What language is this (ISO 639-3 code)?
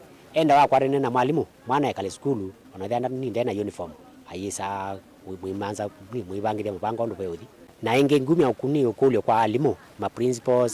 kam